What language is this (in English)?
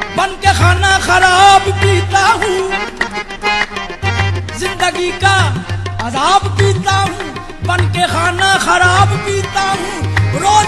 Hindi